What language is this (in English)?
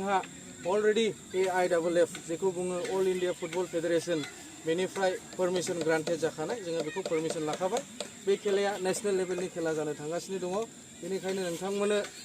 Bodo